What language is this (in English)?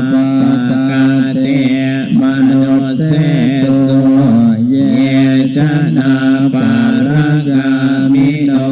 Pali